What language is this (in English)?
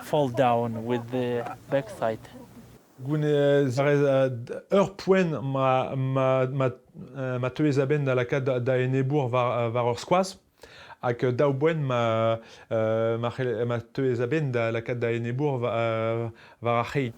Breton